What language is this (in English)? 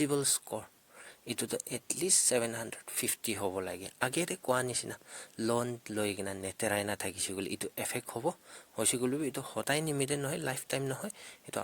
Naga Pidgin